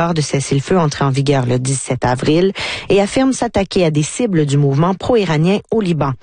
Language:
French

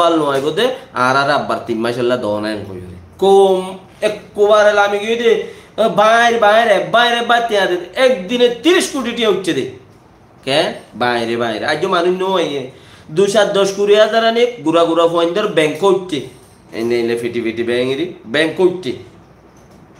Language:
Rohingya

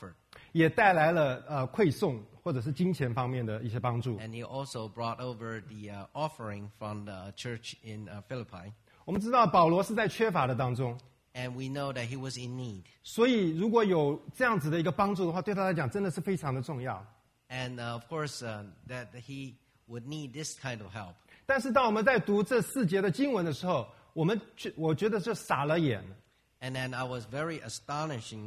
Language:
Chinese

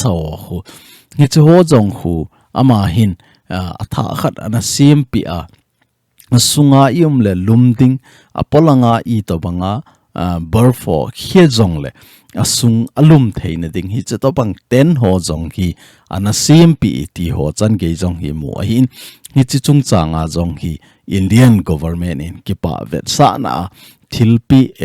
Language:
Thado Chin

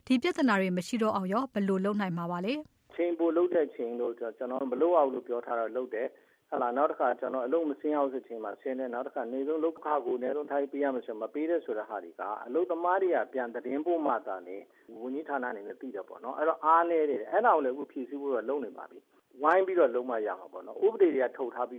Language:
Burmese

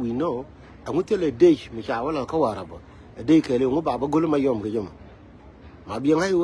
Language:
Nuer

